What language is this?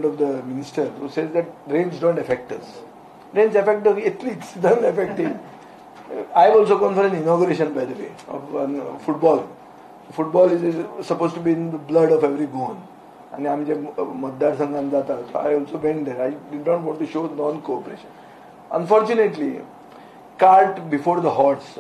Konkani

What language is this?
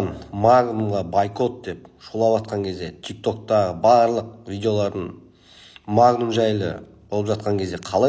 Kazakh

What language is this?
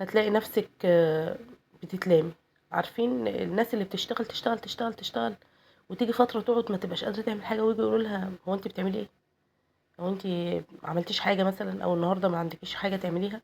Egyptian Arabic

